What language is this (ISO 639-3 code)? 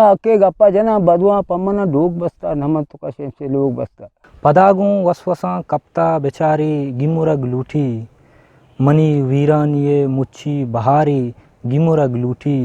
bgp